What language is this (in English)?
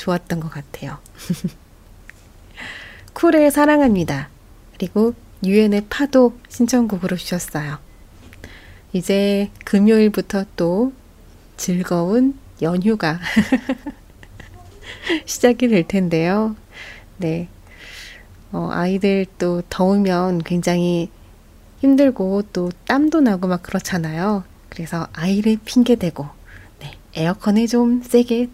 Korean